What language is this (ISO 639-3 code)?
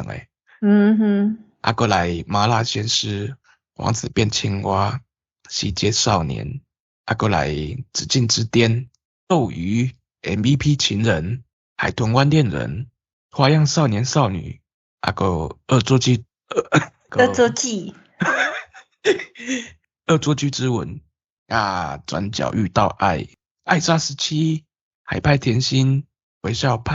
nan